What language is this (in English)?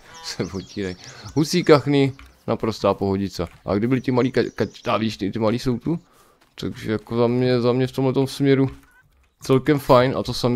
Czech